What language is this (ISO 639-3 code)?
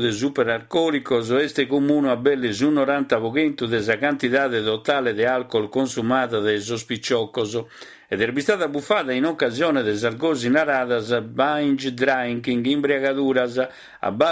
srd